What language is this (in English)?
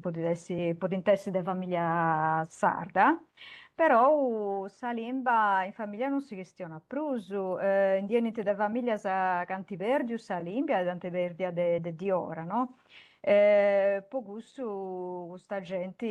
Sardinian